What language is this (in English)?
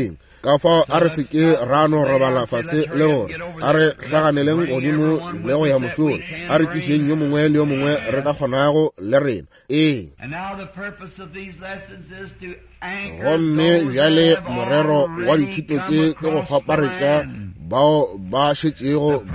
Northern Sotho